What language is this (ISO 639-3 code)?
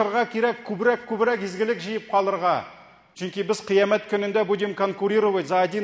tat